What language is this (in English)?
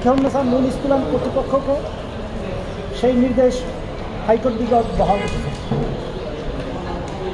Bangla